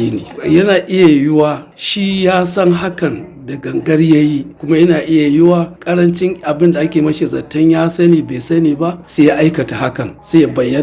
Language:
Hausa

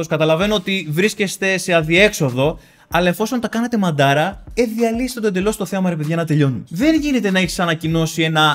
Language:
Greek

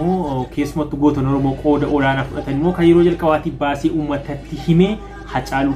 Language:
Oromo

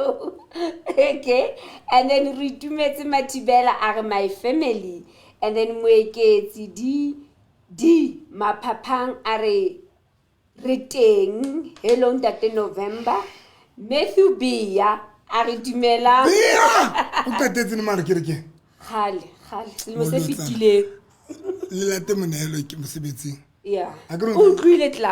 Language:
Southern Sotho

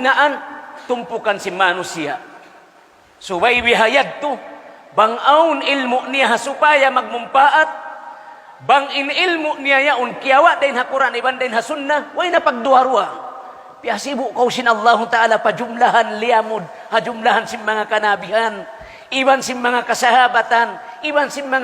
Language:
Tausug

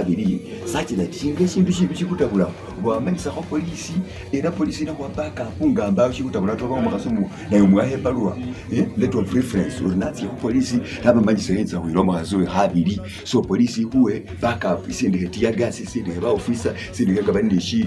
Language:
Masaaba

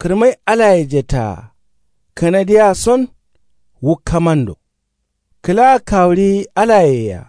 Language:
Kanuri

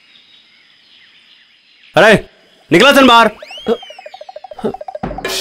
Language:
Bhojpuri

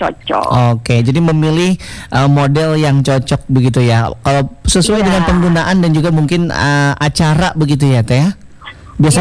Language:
Indonesian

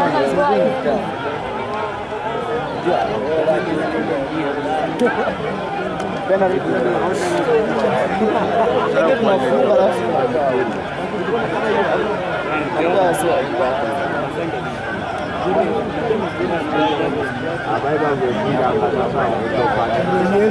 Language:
Swahili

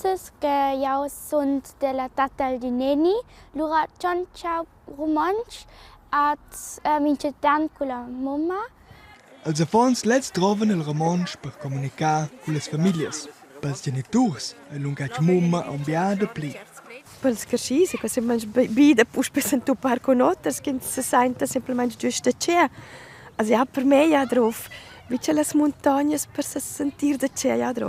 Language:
Romansh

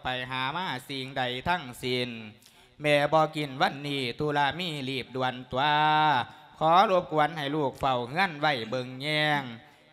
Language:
Lao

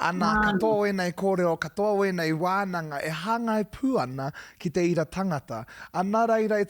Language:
Māori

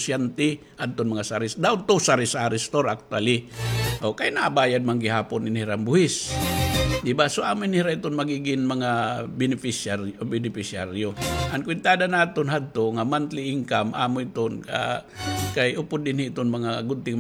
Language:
Waray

